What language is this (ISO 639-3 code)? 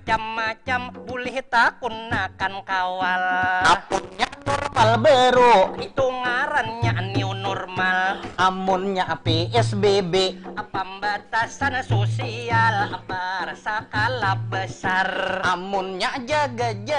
bjn